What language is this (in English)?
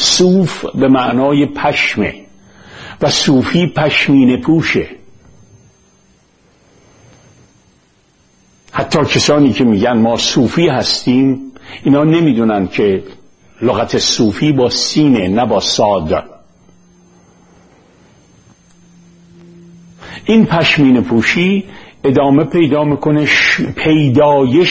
Persian